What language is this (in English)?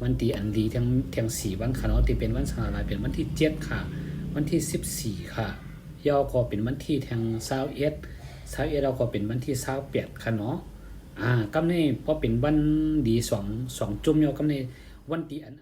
Shan